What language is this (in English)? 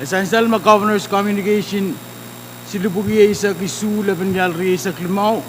Pohnpeian